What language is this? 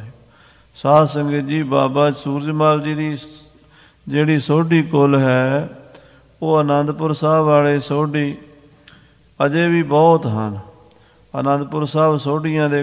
Punjabi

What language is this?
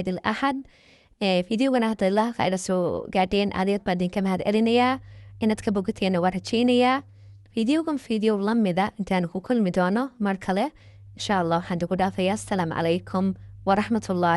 Somali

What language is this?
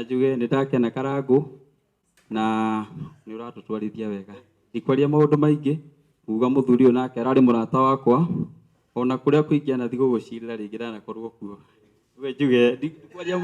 Kikuyu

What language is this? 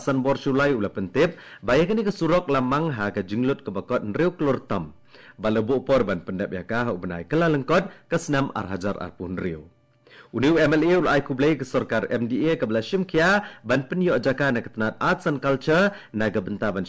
Khasi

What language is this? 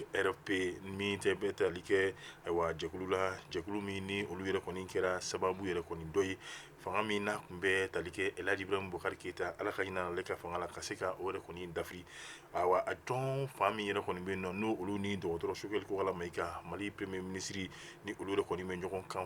Bambara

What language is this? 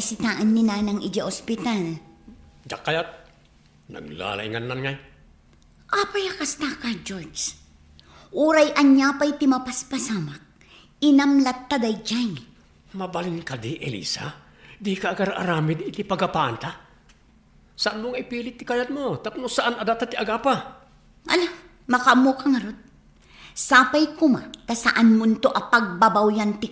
Iloko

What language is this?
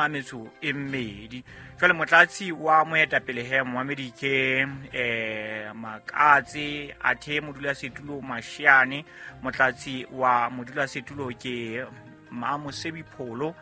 Southern Sotho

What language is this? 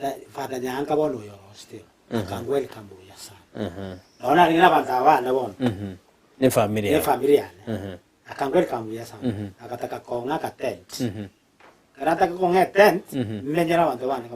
Gusii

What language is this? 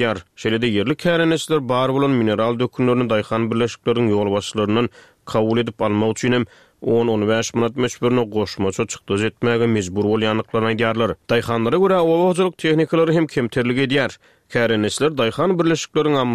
Turkmen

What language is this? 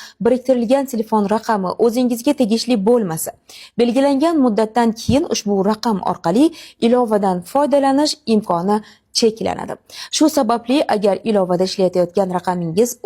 Uzbek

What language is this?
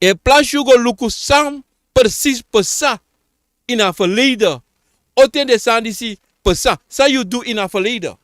Sranan Tongo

